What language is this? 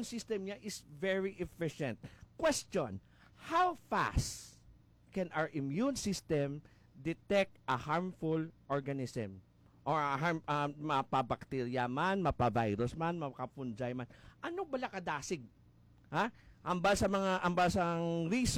Hiligaynon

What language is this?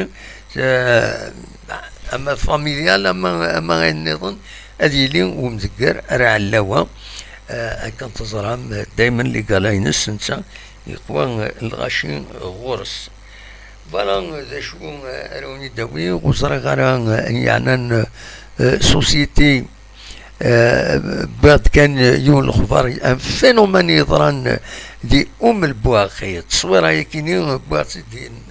Kabyle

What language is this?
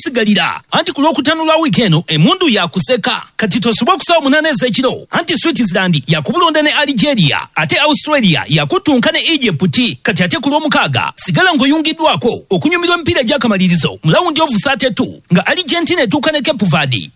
Ganda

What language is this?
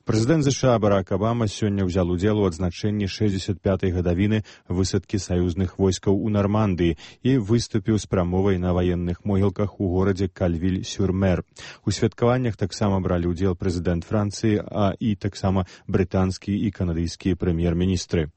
Belarusian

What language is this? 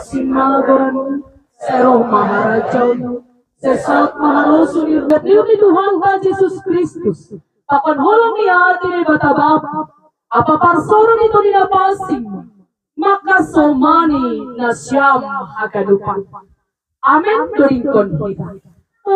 Batak Simalungun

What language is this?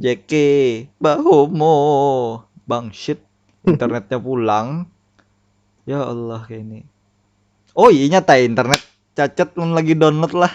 Banjar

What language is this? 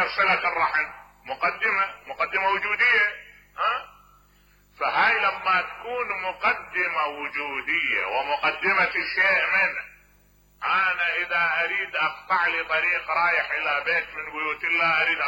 Mesopotamian Arabic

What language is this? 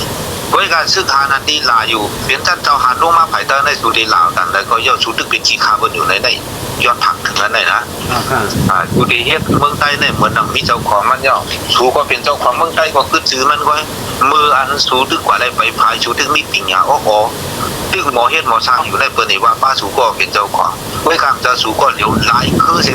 Shan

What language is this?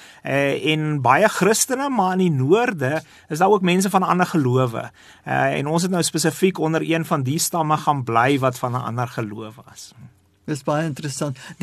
Afrikaans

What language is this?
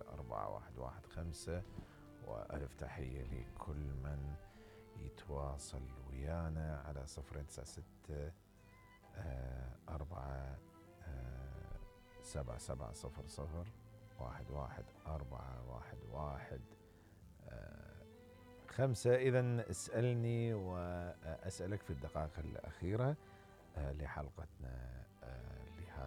Mesopotamian Arabic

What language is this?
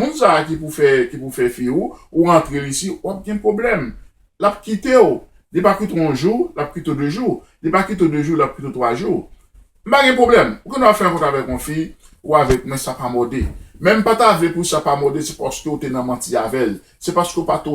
Haitian Creole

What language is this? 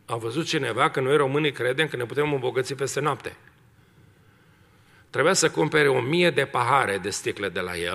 Romanian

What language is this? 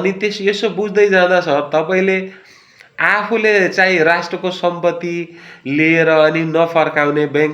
Nepali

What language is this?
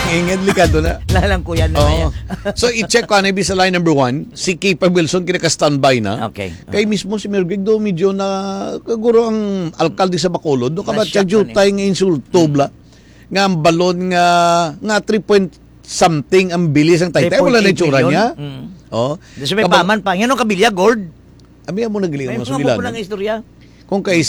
Hiligaynon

